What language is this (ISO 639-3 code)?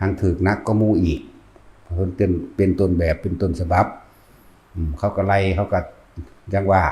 tts